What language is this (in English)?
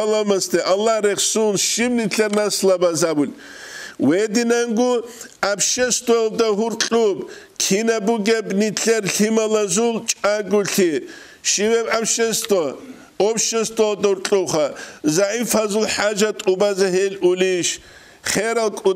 Avaric